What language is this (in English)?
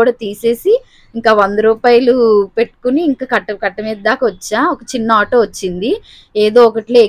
Telugu